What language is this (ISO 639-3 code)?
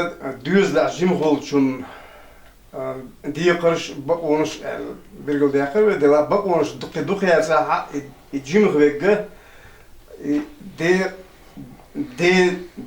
che